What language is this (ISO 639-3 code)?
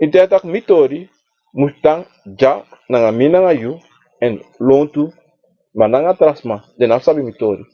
srn